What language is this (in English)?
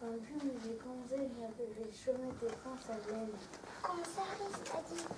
Breton